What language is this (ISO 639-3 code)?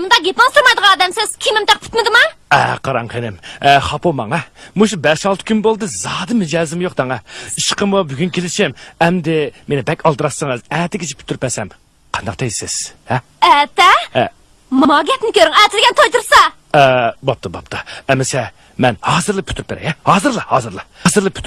uig